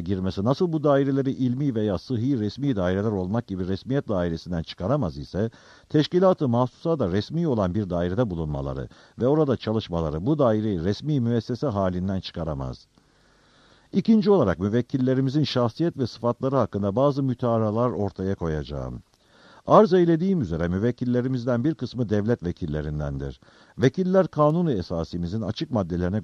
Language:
Turkish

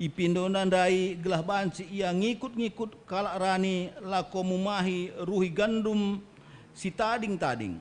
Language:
Batak Karo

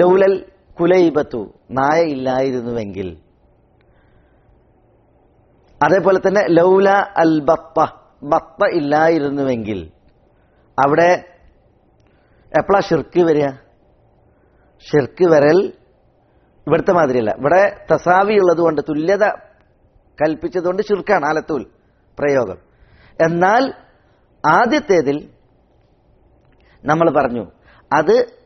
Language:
Malayalam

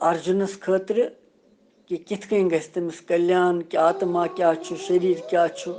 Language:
Kashmiri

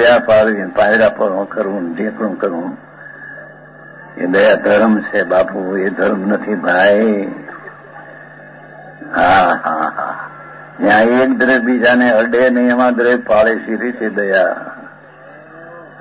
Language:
Gujarati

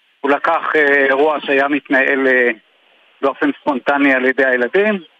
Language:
Hebrew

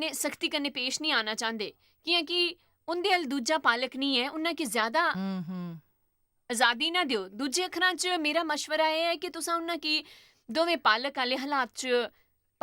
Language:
Dogri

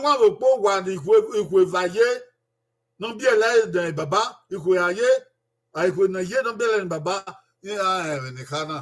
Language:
Bini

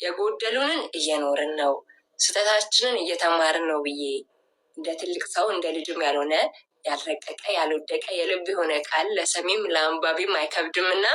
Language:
Amharic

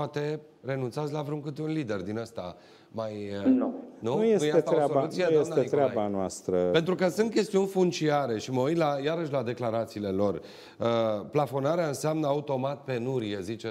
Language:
Romanian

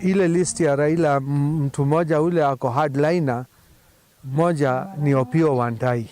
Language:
Meru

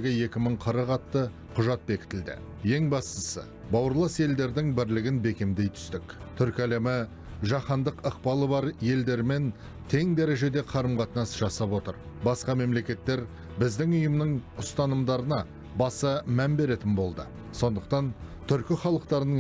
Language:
Kazakh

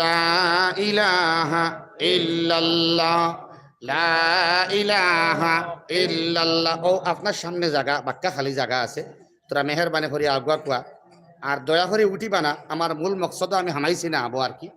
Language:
Sylheti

